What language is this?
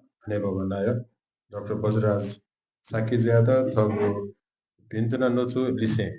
Newari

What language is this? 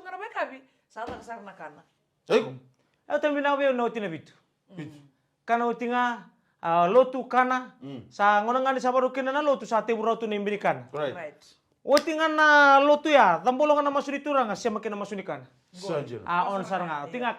Fijian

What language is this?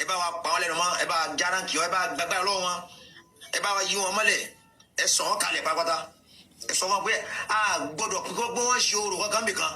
Yoruba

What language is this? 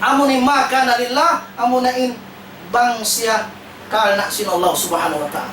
Tausug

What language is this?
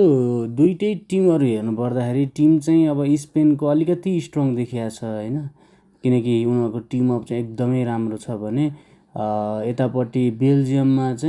Nepali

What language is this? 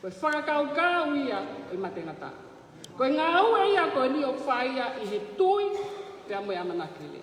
Tongan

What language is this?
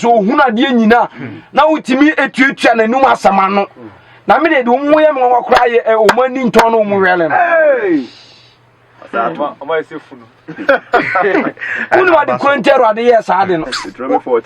Akan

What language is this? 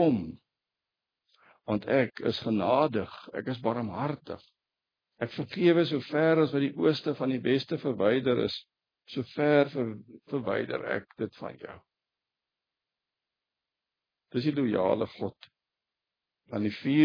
Afrikaans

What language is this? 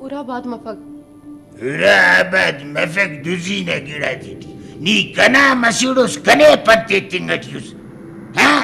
Brahui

